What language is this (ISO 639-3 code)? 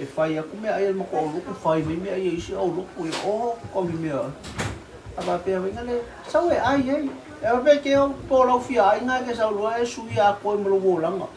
smo